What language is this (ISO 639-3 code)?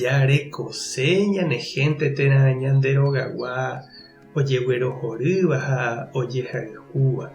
grn